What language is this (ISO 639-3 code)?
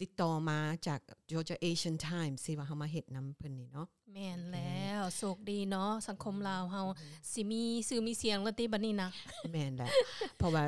lao